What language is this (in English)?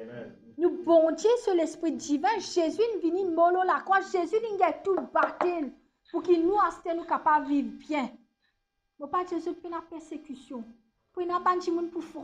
Morisyen